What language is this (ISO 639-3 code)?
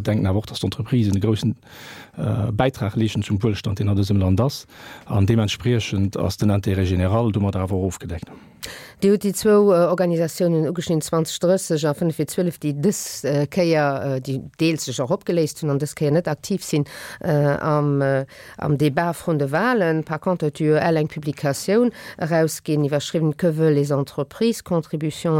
ltz